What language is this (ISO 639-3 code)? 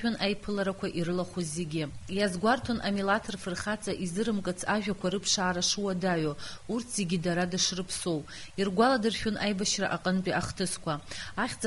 abk